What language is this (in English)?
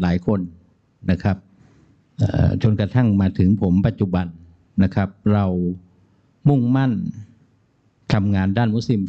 Thai